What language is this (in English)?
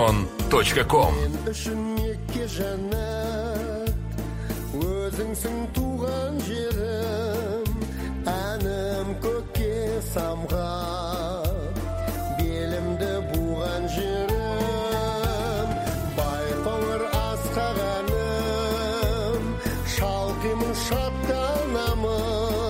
Kazakh